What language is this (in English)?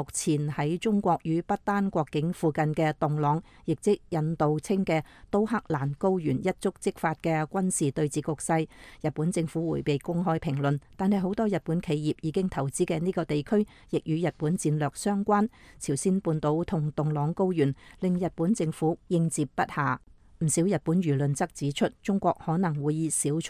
Cantonese